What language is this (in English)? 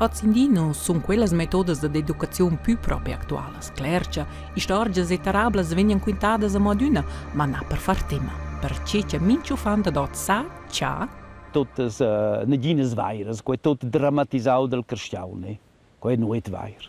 Romansh